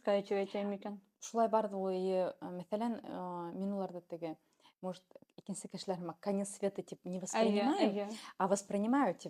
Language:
Bashkir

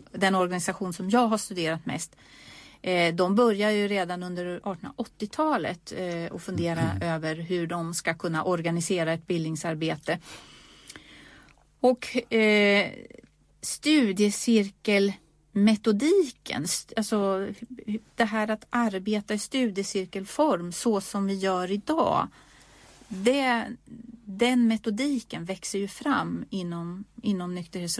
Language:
Swedish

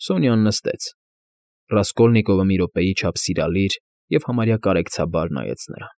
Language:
Armenian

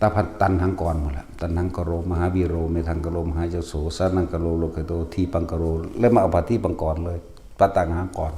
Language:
Northeastern Thai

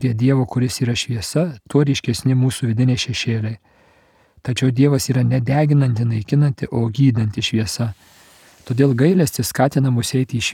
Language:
Lithuanian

